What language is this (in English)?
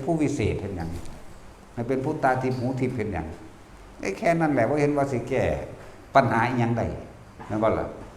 Lao